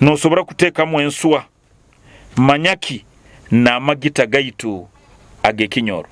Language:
Nyoro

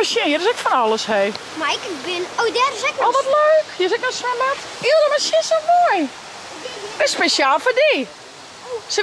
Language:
Western Frisian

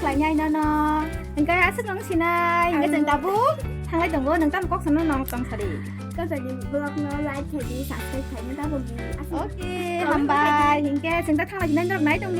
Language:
Kok Borok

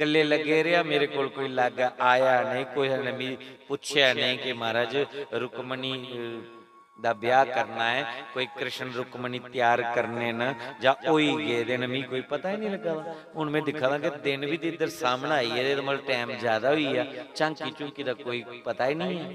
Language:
Dogri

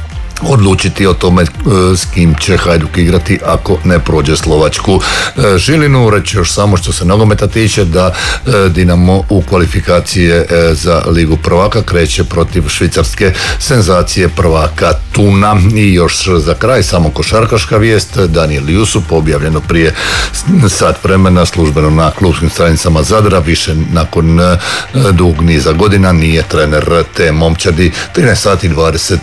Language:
Croatian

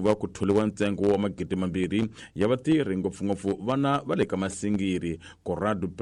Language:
Tsonga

